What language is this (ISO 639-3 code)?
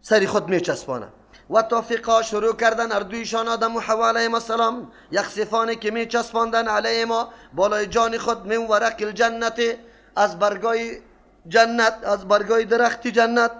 fas